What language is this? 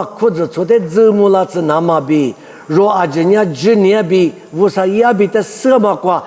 Lisu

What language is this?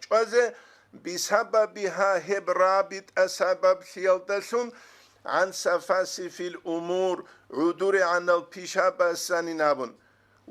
Avaric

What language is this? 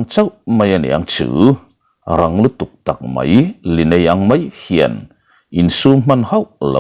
Mizo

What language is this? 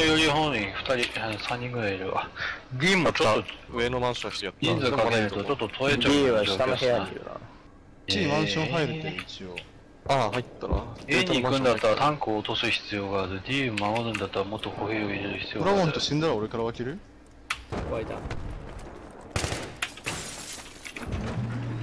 Japanese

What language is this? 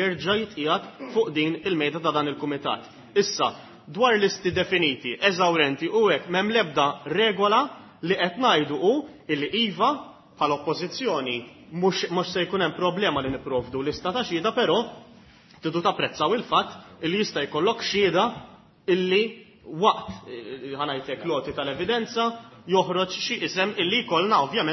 Maltese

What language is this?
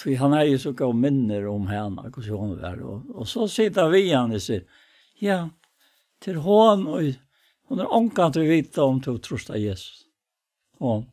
Faroese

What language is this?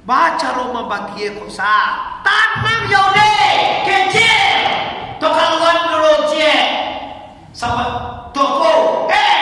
Minangkabau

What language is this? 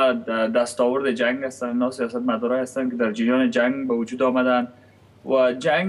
Persian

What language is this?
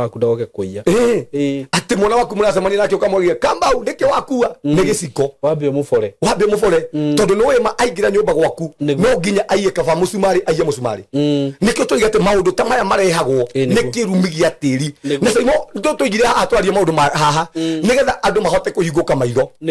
Kikuyu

